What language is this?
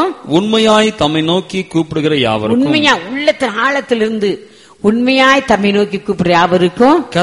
Tamil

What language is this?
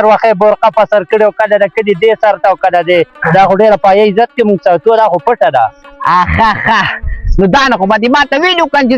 Pashto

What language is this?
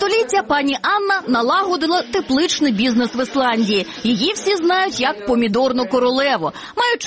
Ukrainian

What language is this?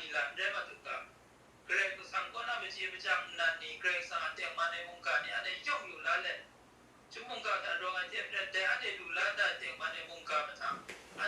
Kachin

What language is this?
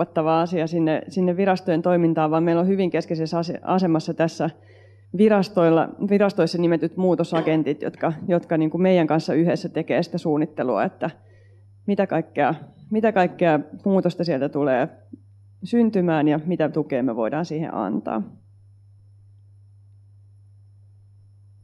Finnish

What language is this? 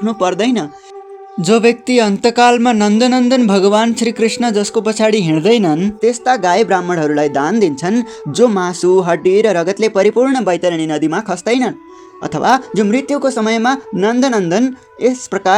Nepali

